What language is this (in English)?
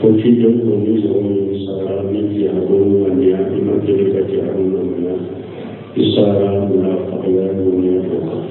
Bambara